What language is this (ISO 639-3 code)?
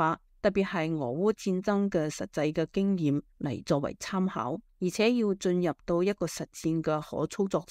yue